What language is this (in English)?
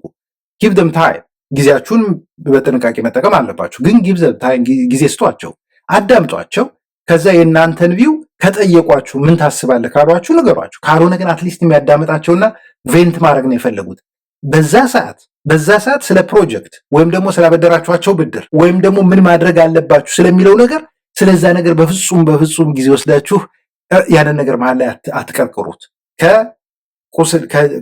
Amharic